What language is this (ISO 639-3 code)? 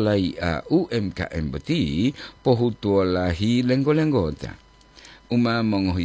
gor